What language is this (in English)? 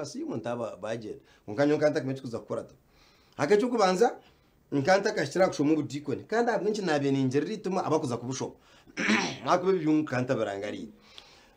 Nyankole